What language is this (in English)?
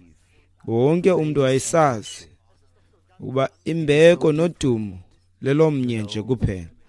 Xhosa